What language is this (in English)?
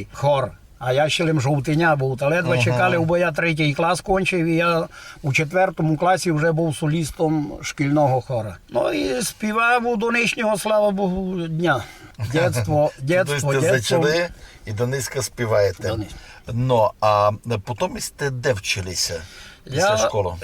Rusyn